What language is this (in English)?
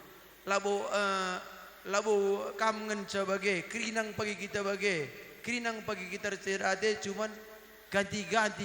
Batak Karo